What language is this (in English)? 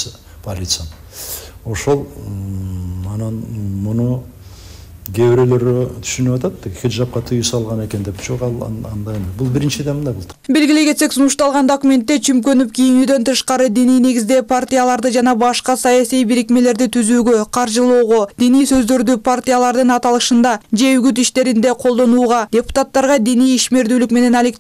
Kyrgyz